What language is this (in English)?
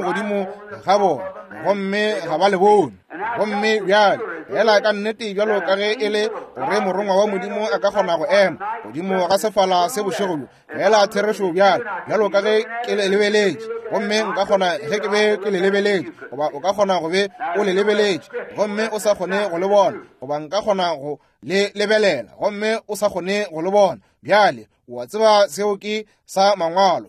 Northern Sotho